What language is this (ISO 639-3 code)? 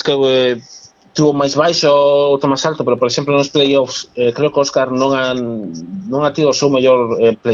glg